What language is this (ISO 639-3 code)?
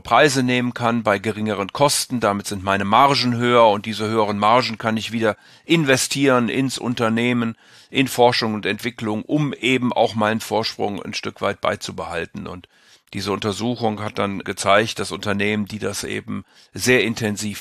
deu